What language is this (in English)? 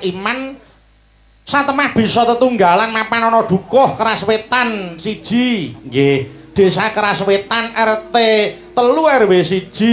Javanese